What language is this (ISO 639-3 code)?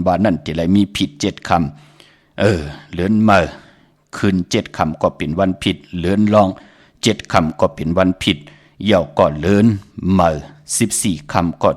shn